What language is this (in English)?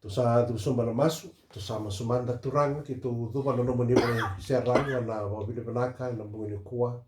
Fijian